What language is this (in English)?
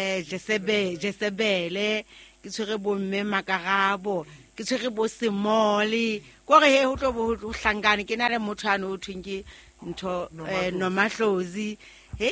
Southern Sotho